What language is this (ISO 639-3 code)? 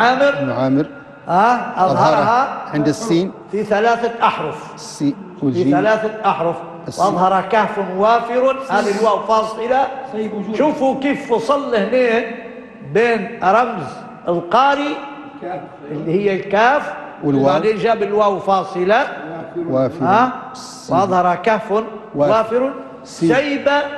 ara